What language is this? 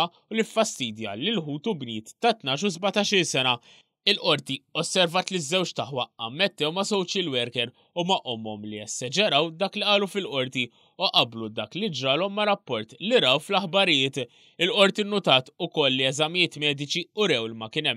Maltese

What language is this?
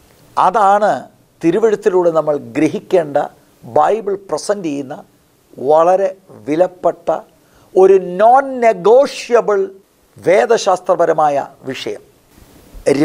Malayalam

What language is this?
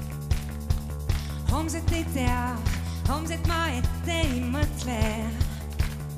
Estonian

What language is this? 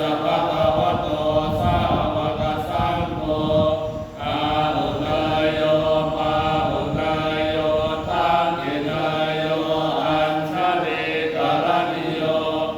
Pali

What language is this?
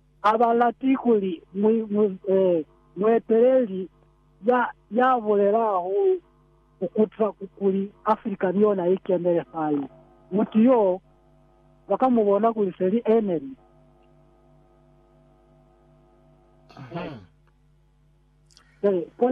Lozi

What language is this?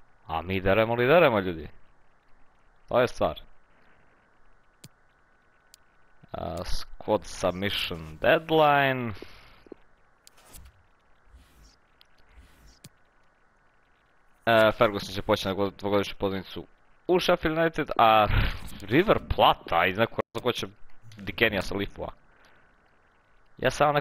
Croatian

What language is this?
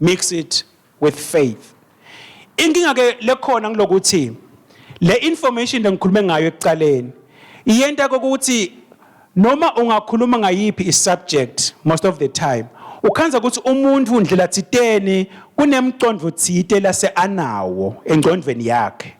Swati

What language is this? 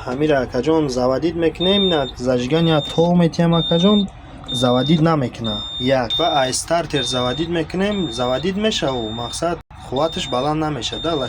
Tajik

